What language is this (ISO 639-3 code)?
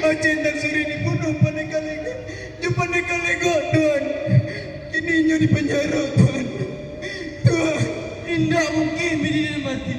min